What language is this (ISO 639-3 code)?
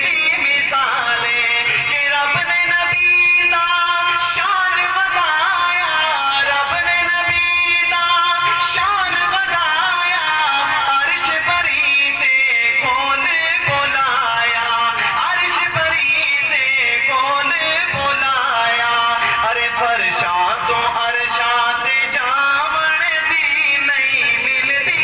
skr